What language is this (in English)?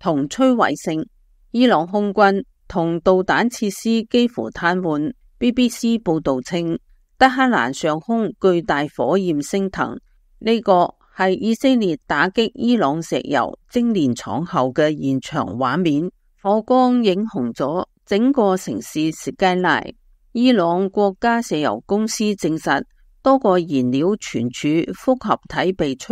Cantonese